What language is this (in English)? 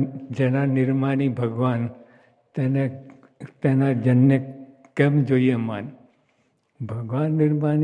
Gujarati